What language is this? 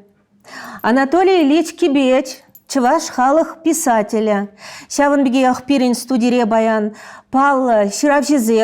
Chuvash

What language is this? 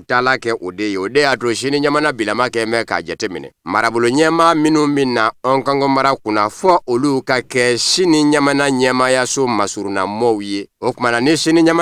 Bambara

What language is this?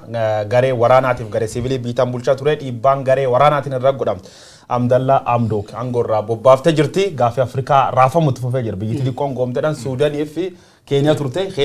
Oromo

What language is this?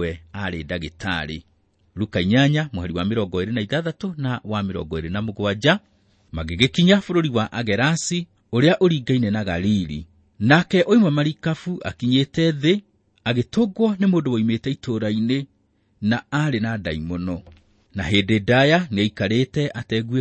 Kikuyu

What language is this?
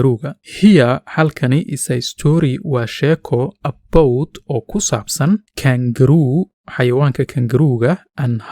Somali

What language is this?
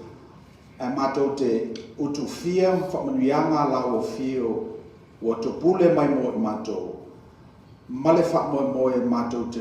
Samoan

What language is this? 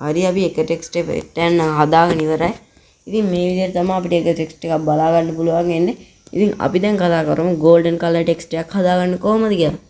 Sinhala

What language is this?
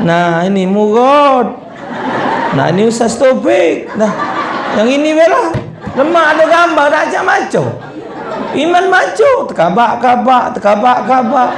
Musi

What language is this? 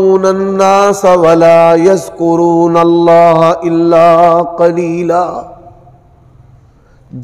Urdu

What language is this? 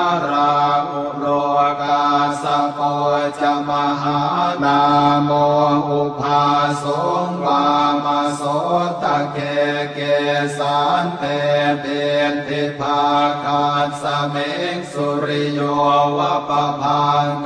Pali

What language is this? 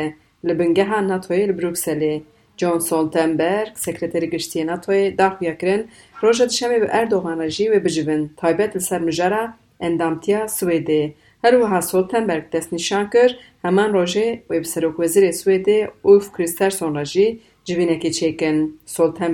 Kurdish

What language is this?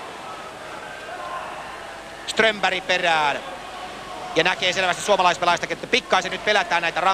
Finnish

